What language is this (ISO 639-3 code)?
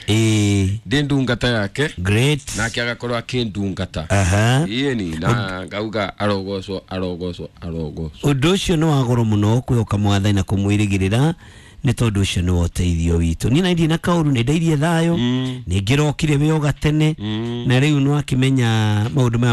kik